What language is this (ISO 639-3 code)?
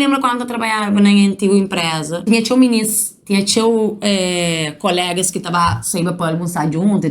kea